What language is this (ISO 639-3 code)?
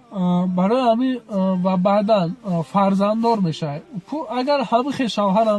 tgk